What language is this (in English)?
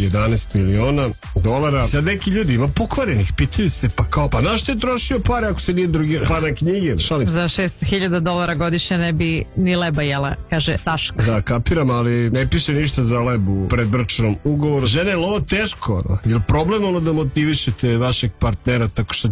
Serbian